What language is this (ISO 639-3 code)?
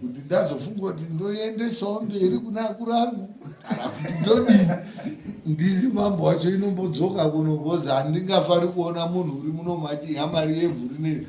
sna